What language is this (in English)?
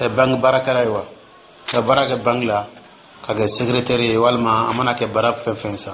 Dyula